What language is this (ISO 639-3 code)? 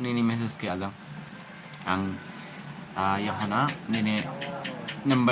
dis